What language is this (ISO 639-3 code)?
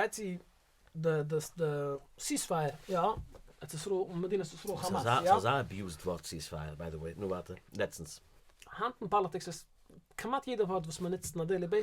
yid